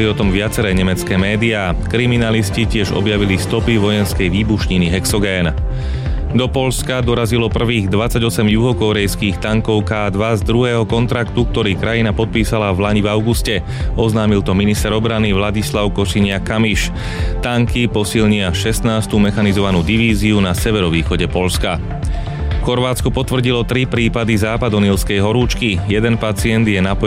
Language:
Slovak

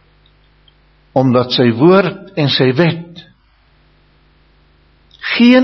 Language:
Afrikaans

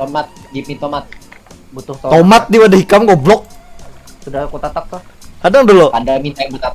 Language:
Banjar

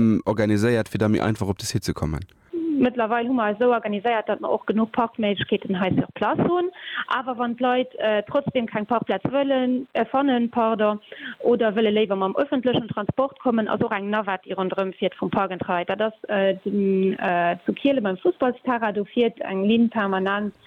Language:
Luxembourgish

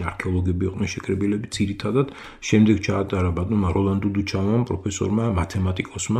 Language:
Georgian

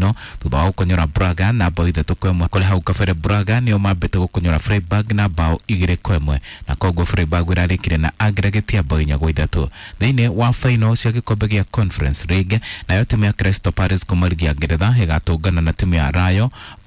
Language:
Kikuyu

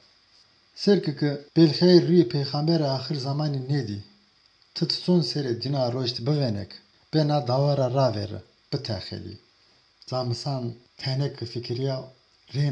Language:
Zaza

